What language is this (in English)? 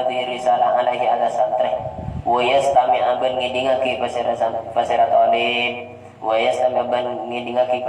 Madurese